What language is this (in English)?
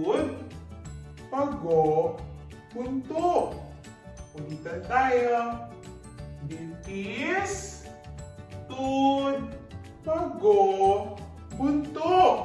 Pampanga